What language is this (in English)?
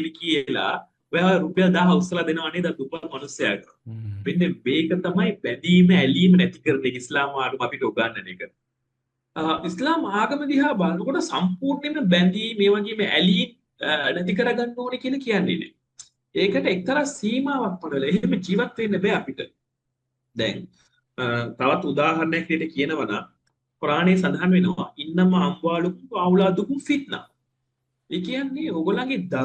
Sinhala